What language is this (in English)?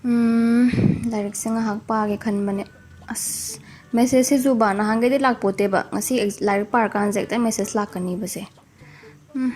Manipuri